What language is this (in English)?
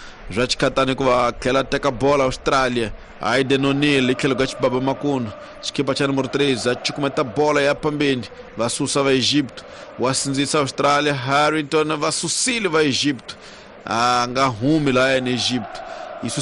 Tsonga